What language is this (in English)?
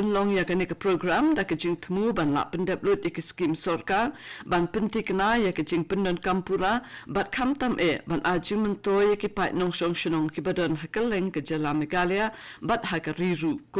Khasi